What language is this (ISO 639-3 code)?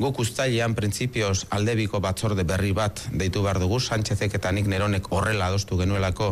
eus